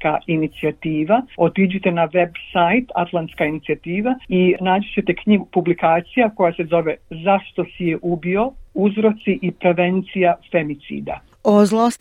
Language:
Bosnian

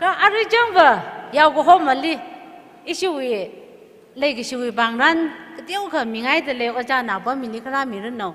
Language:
Tangkhul Naga (India)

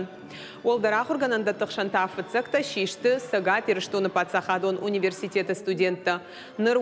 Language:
Ossetic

